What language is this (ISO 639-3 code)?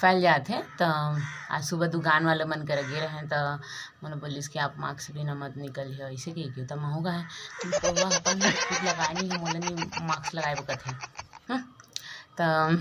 hne